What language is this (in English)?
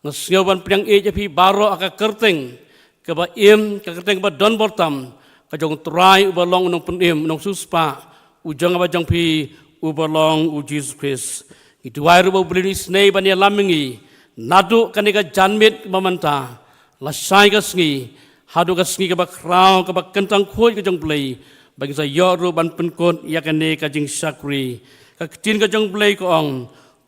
Khasi